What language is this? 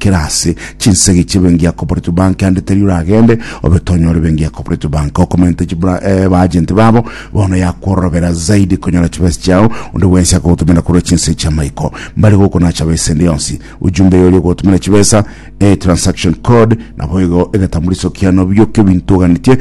Gusii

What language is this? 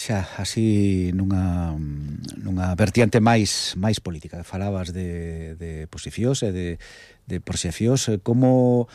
Galician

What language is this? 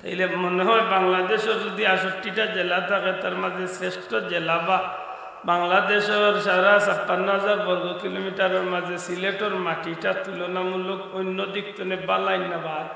Sylheti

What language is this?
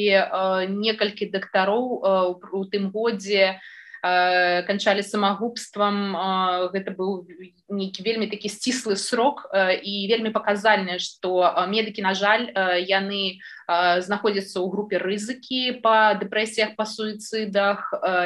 Belarusian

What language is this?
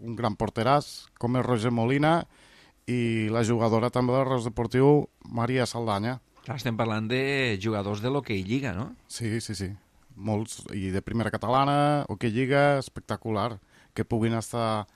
Catalan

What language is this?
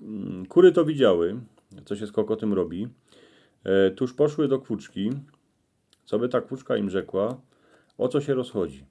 Silesian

